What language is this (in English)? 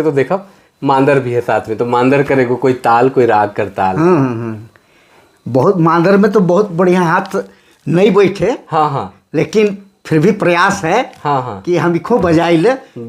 Sadri